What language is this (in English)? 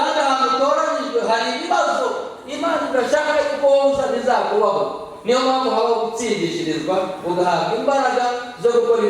Kinyarwanda